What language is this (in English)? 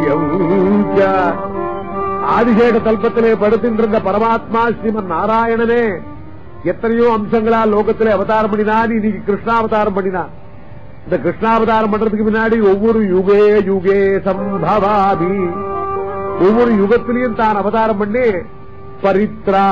Tamil